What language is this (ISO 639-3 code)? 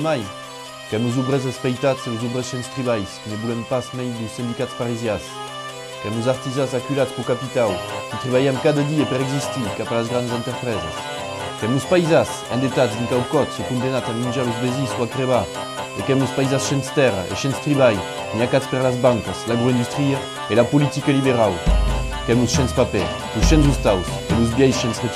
oci